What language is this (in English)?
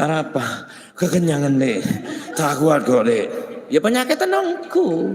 Madurese